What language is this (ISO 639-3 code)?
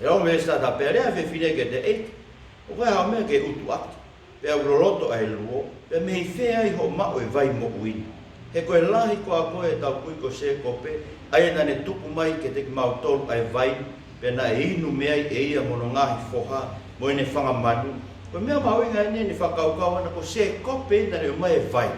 ton